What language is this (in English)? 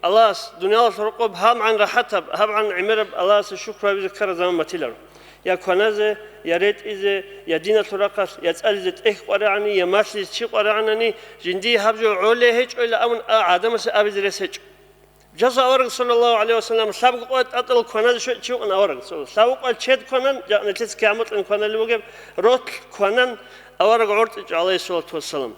Avaric